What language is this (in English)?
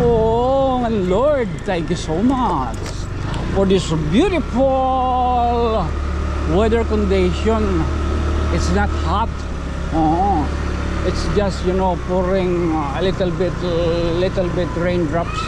Waray